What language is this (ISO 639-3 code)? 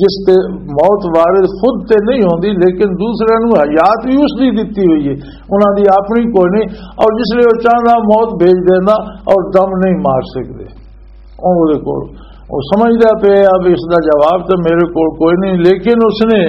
lah